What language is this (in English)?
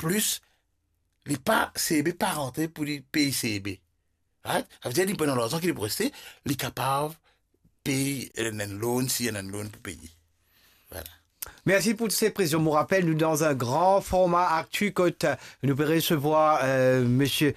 Morisyen